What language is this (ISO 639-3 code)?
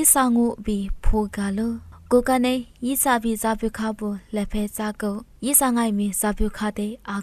lis